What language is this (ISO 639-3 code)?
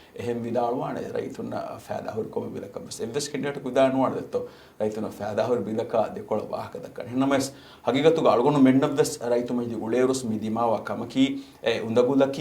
div